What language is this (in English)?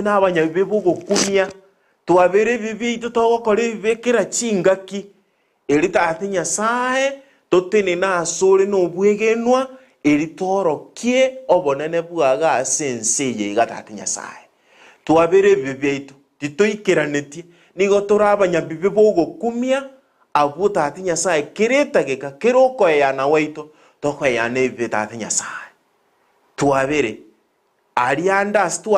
Gusii